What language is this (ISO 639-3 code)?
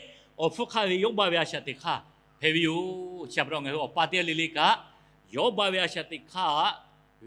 lhu